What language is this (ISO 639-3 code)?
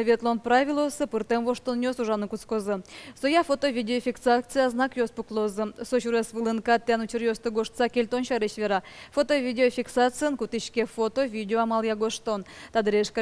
udm